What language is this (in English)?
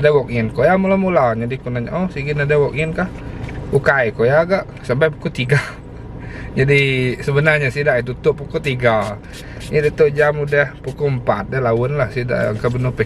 Iban